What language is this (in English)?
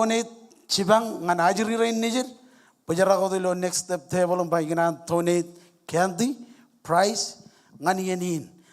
Marshallese